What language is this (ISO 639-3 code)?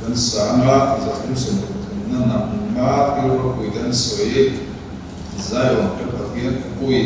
lus